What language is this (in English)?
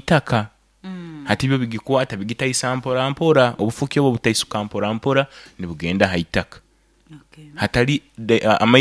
Nyoro